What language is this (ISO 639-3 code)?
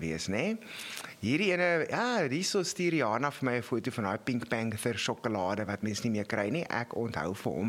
afr